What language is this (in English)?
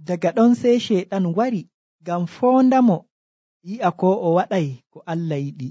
Nigerian Fulfulde